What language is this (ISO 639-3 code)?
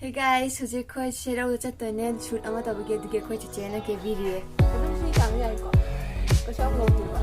mni